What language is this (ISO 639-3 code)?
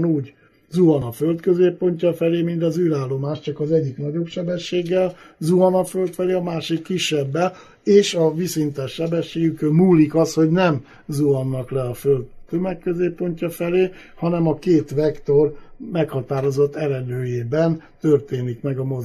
hun